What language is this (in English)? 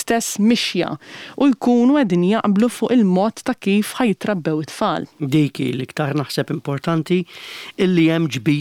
Maltese